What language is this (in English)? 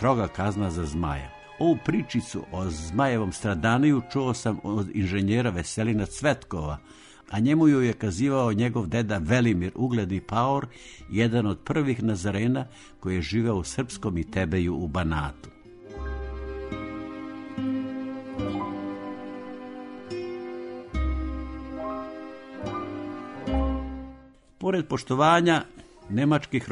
Serbian